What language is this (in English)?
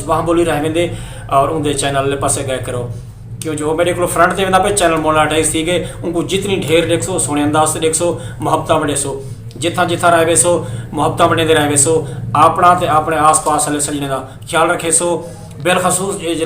Saraiki